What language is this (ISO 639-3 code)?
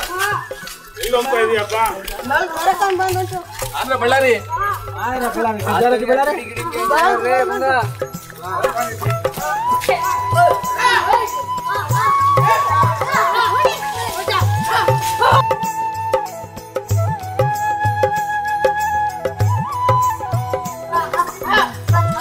lmn